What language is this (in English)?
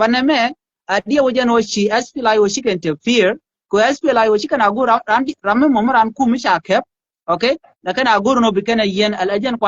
Nuer